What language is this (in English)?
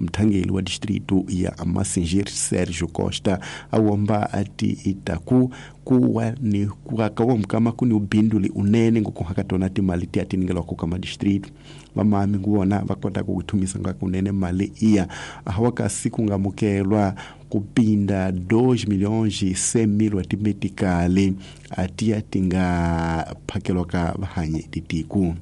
Tsonga